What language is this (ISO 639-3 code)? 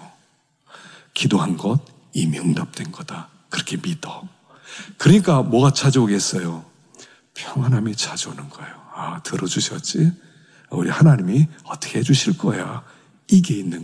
kor